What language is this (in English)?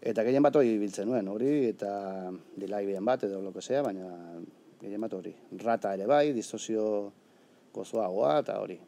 Basque